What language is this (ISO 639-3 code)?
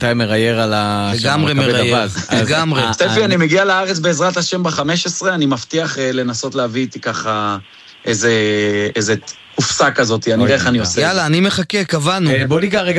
heb